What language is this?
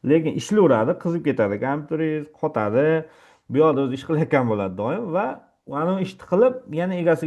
Uzbek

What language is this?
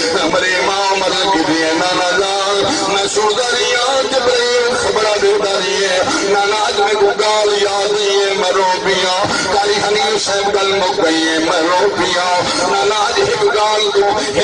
Saraiki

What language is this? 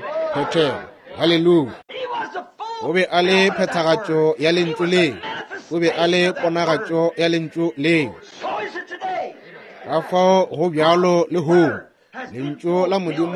Northern Sotho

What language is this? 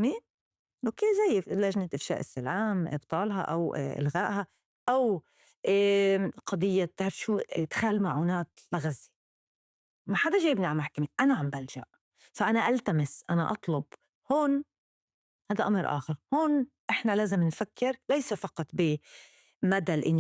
North Levantine Arabic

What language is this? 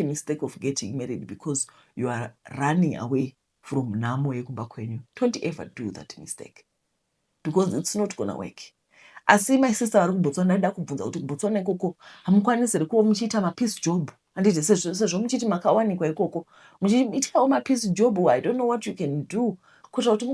Shona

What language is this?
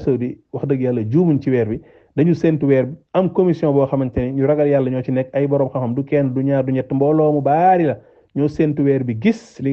Wolof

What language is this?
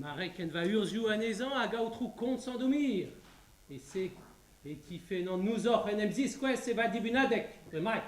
Breton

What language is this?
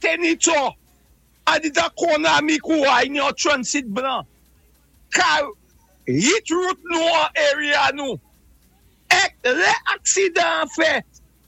Saint Lucian Creole French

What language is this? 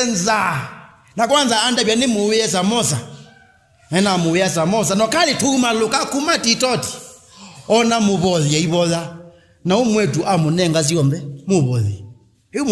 Kamba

